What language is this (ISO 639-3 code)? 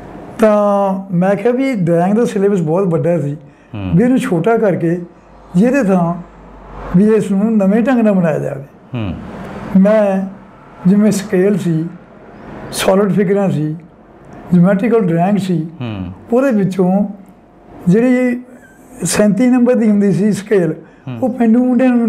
pan